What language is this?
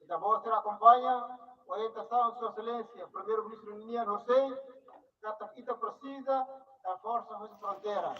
Tetum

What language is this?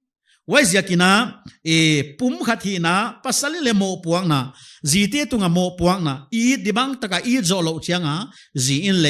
Paite Chin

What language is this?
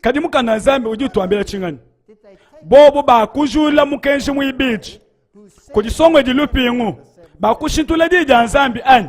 Luba-Lulua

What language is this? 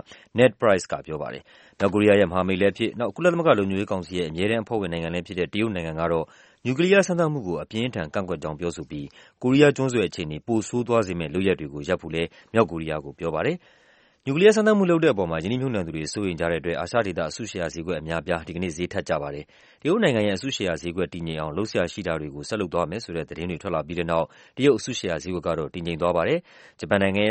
Burmese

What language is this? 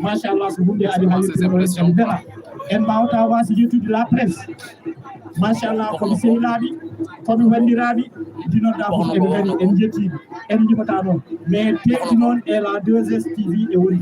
Fula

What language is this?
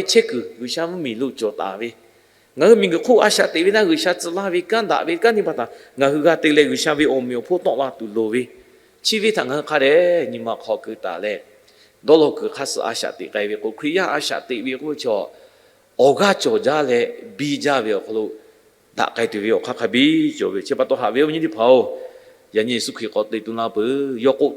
Lahu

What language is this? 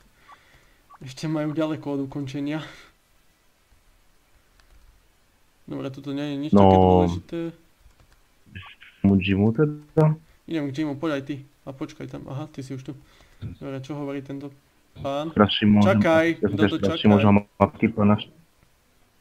Slovak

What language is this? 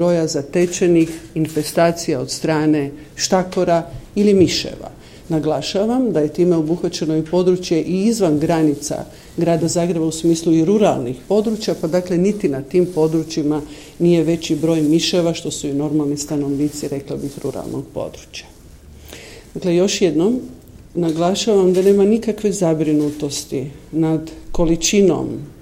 Croatian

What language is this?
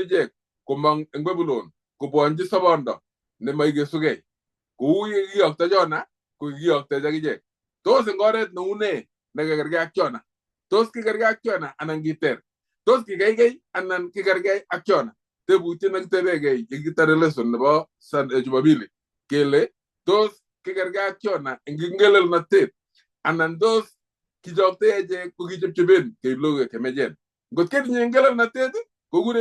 Kalenjin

